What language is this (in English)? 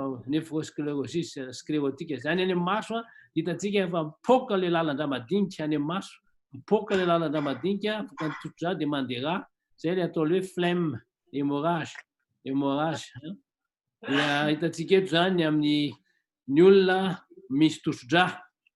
Malagasy